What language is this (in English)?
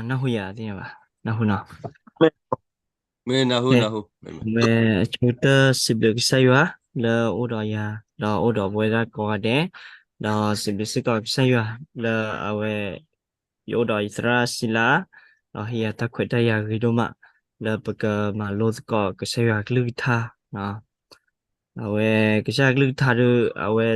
S'gaw Karen